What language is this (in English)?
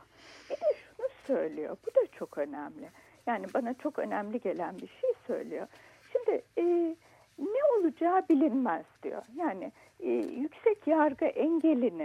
Turkish